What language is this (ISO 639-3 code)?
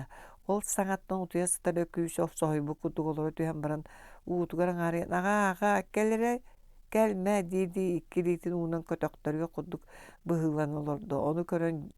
sah